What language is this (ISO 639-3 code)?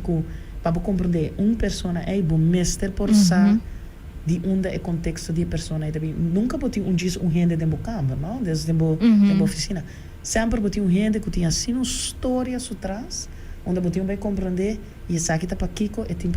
pap